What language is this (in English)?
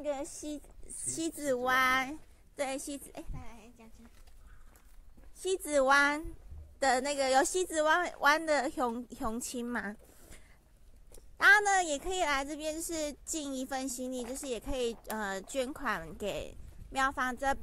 Chinese